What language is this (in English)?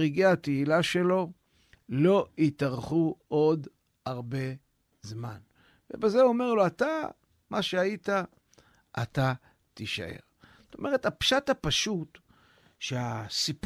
Hebrew